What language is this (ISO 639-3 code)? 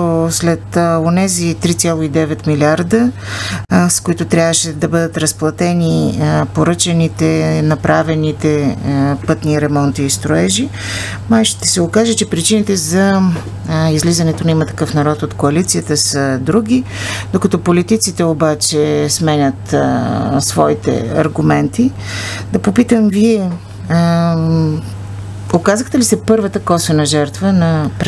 bul